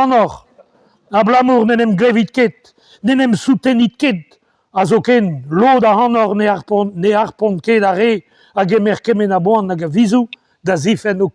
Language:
Breton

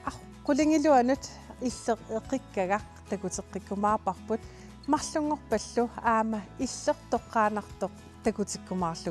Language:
Kalaallisut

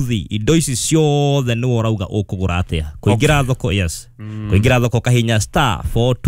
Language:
Kikuyu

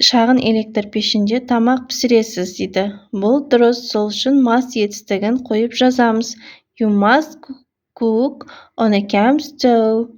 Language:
Kazakh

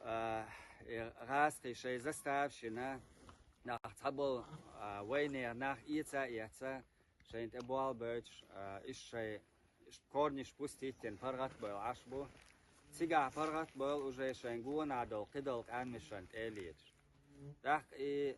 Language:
Chechen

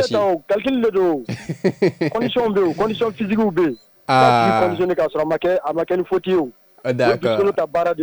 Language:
Bambara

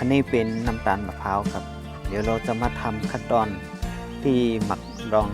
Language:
Shan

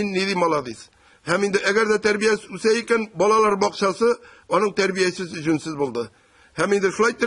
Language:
Tatar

